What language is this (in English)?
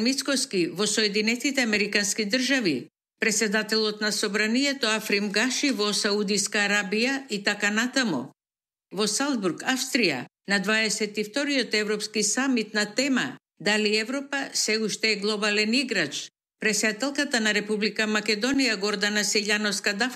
Macedonian